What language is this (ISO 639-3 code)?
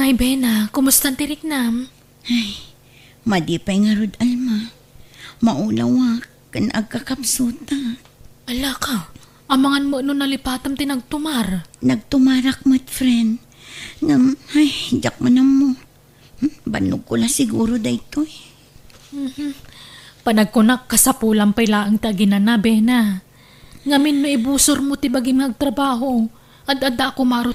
ilo